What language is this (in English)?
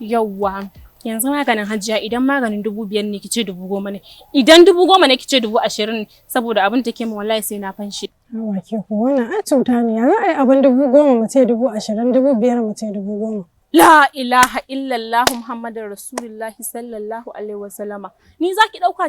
Hausa